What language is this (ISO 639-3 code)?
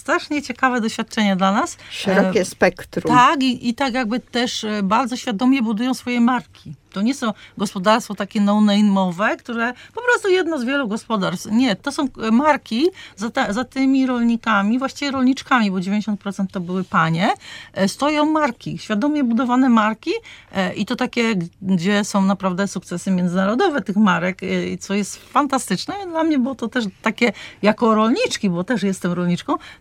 pol